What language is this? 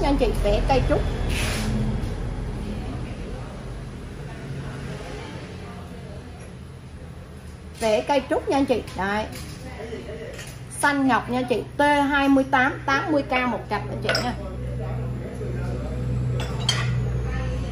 Vietnamese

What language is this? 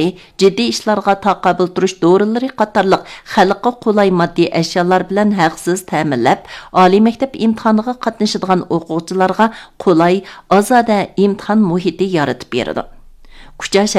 Uyghur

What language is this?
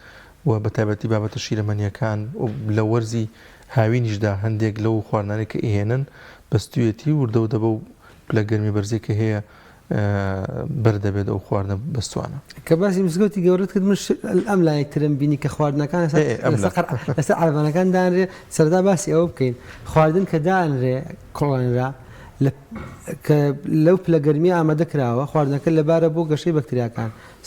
Central Kurdish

